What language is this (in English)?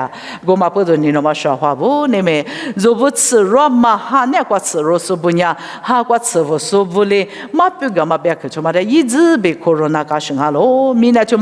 Lisu